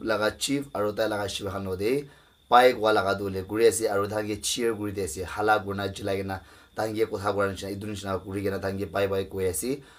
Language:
Naga Pidgin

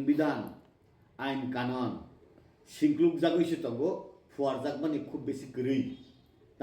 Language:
Kok Borok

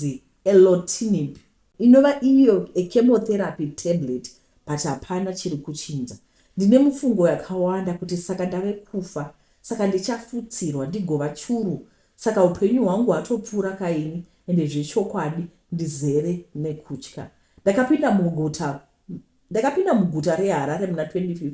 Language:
Shona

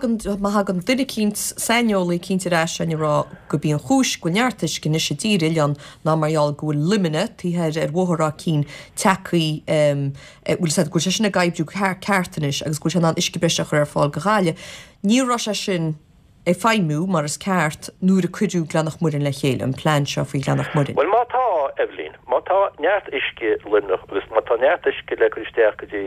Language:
Irish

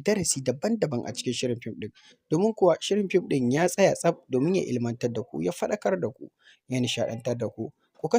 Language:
Hausa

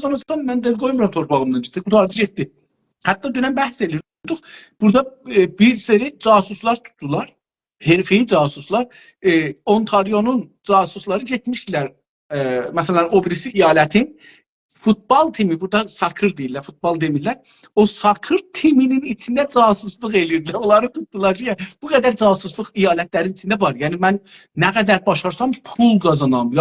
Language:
South Azerbaijani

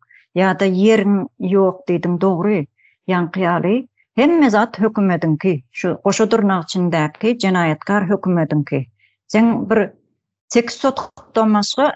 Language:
Turkmen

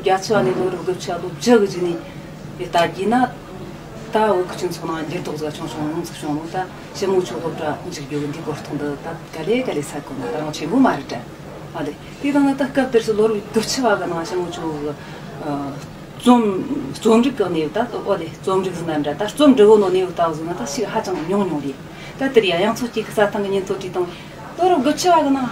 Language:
Tibetan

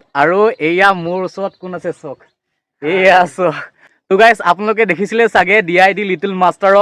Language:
Assamese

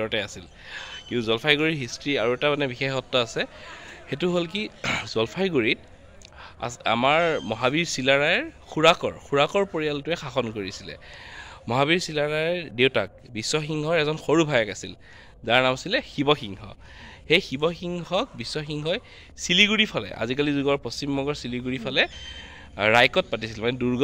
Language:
Assamese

